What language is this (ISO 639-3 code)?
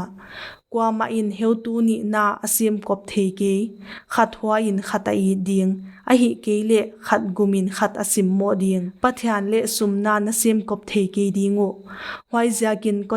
pck